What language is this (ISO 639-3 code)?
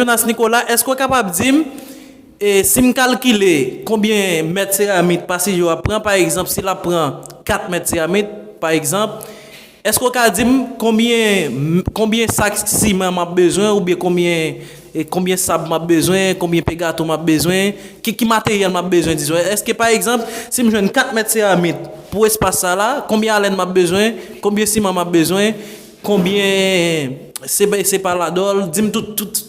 hat